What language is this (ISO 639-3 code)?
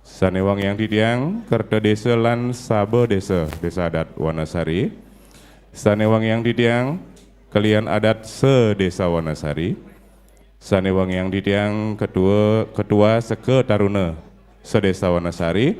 ban